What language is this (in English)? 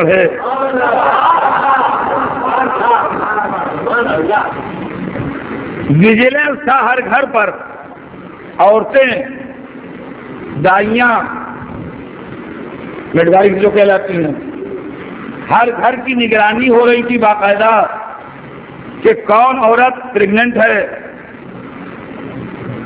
Urdu